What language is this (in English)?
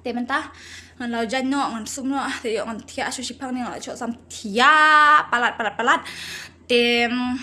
Khasi